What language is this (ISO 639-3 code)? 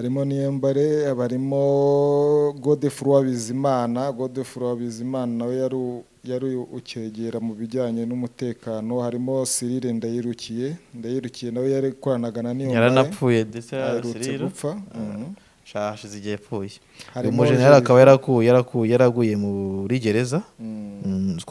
kin